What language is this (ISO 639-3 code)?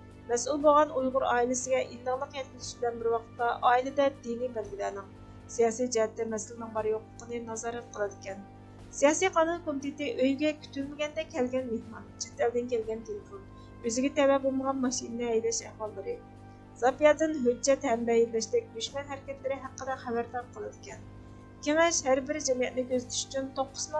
uig